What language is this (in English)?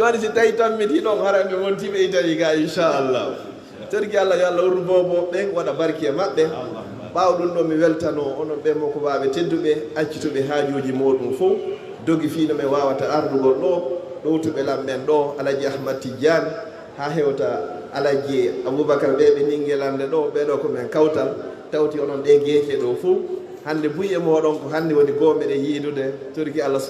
Fula